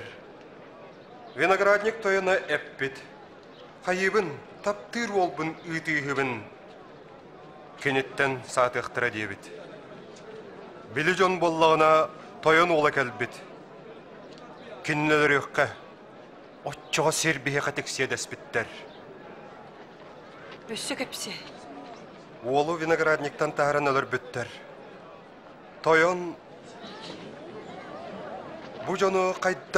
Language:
Yakut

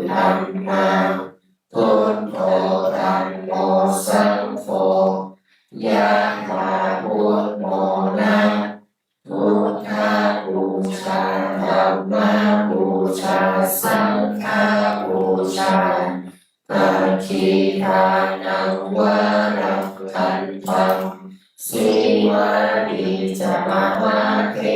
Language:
Pali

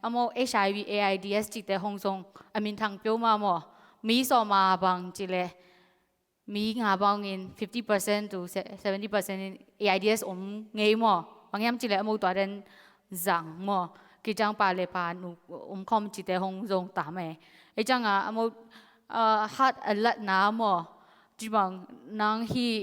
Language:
Tedim Chin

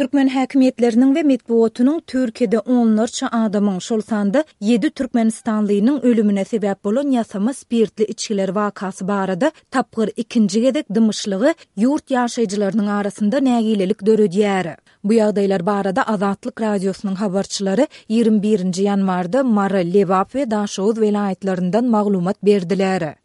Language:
Turkmen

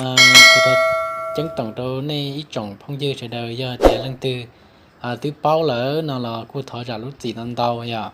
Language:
Hmong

